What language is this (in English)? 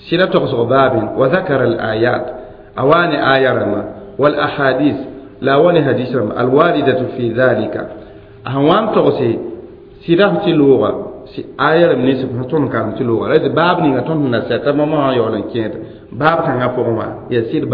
Mossi